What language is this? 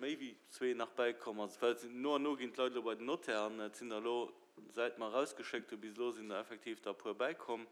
Luxembourgish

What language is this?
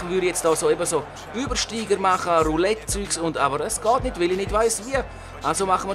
Swiss German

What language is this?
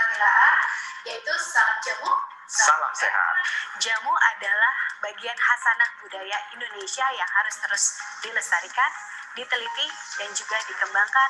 Indonesian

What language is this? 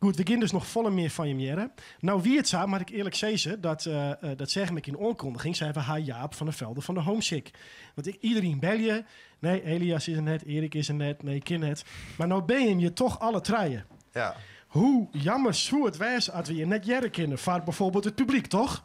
Western Frisian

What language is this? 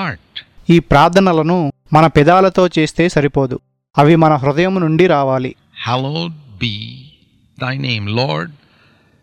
Telugu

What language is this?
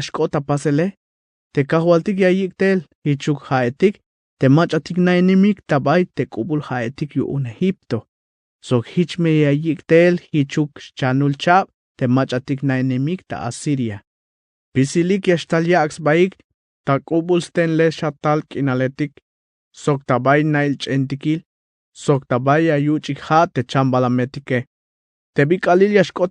Tzeltal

